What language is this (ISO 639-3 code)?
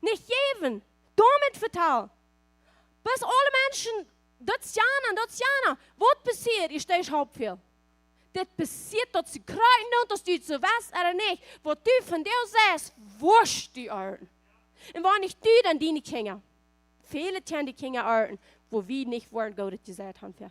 pdt